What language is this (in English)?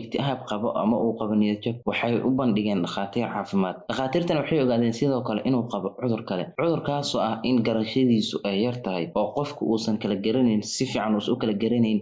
Somali